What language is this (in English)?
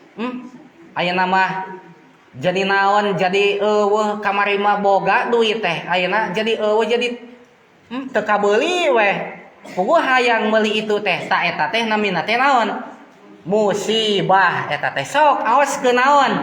Sundanese